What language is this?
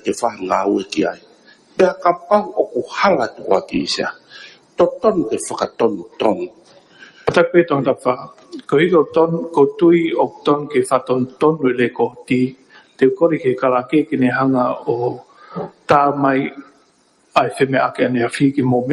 Tongan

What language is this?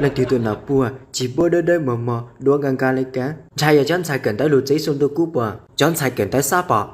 Hmong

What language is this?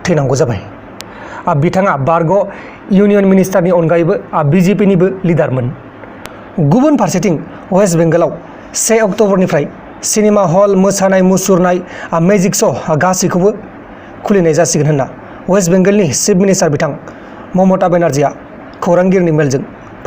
Bodo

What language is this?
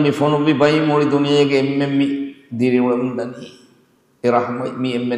Divehi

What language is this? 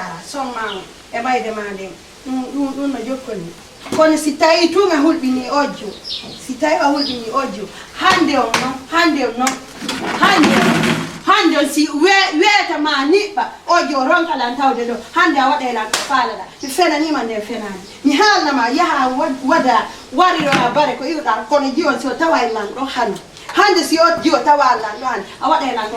Fula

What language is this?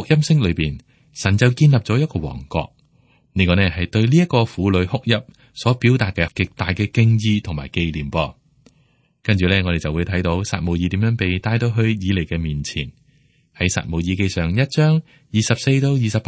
Cantonese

